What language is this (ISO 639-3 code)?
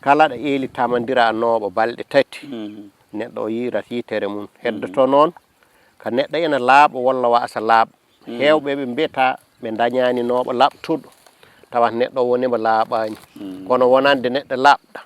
ful